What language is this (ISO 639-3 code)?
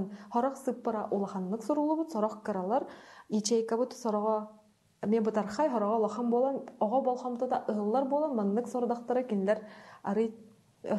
sah